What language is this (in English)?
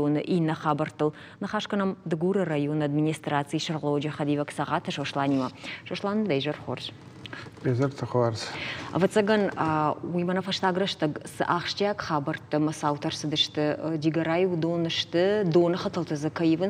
Ossetic